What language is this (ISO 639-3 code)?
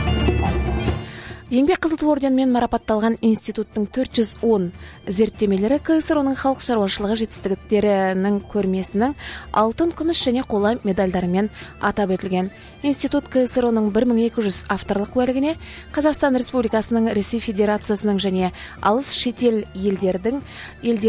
kaz